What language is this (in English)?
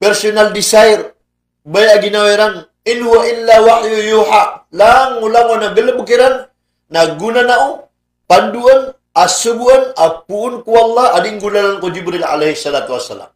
Maranao